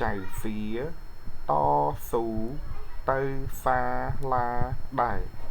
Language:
Khmer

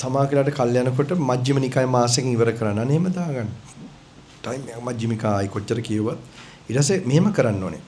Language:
Sinhala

